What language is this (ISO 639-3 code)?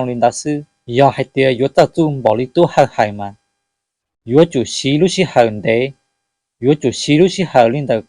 hmn